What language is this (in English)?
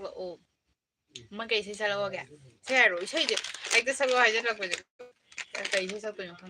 Manipuri